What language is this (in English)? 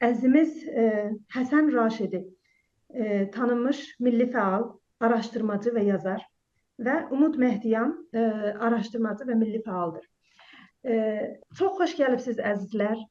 South Azerbaijani